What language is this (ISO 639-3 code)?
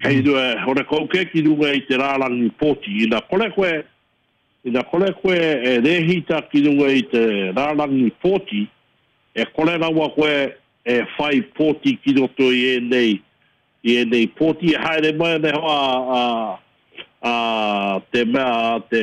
mri